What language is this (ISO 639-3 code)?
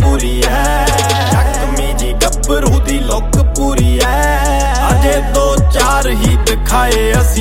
pan